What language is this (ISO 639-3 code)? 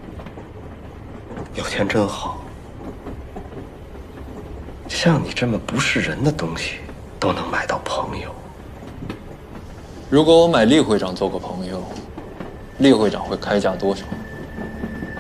zho